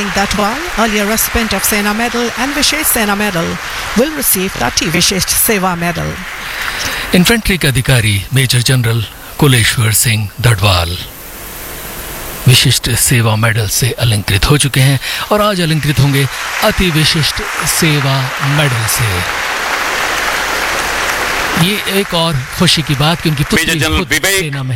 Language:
Hindi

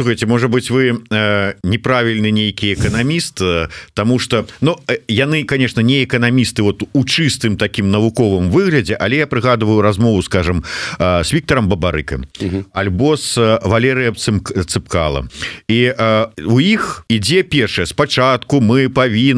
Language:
Belarusian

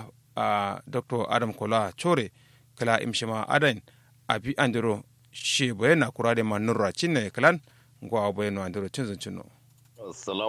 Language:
Kanuri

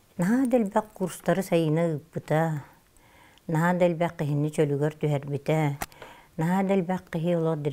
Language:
Yakut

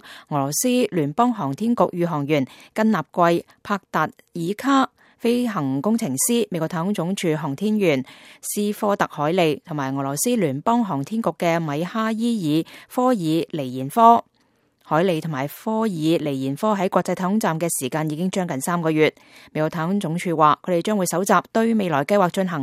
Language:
Cantonese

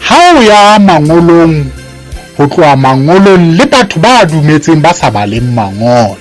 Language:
Southern Sotho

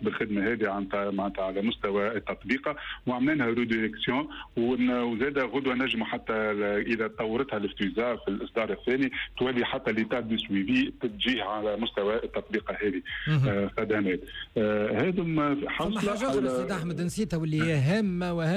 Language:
Tunisian Arabic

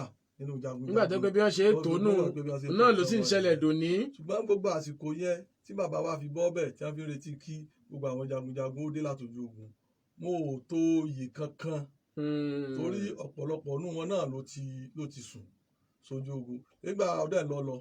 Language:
Yoruba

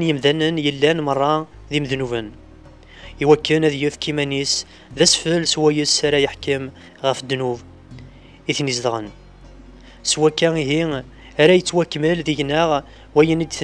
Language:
Kabyle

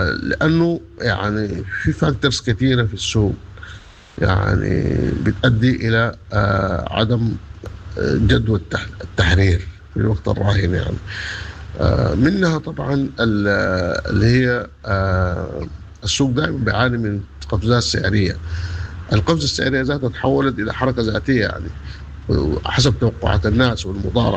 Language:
Sudanese Arabic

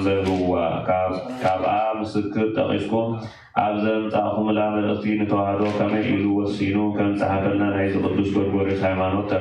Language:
Tigrinya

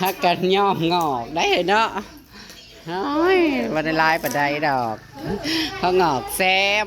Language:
Northeastern Thai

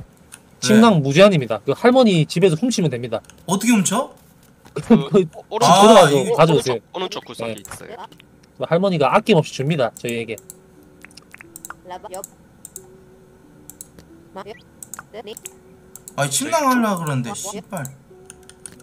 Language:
Korean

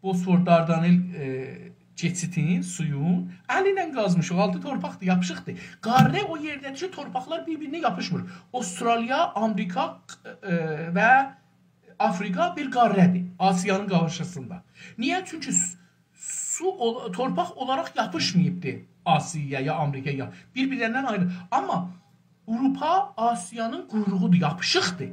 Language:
South Azerbaijani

